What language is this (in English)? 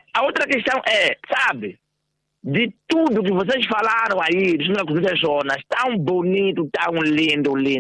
Tsonga